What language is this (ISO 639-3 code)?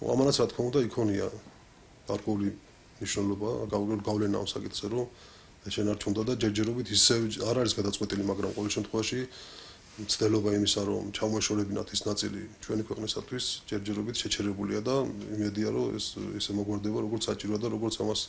kat